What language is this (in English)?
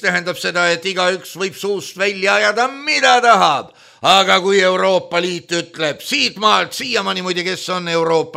Estonian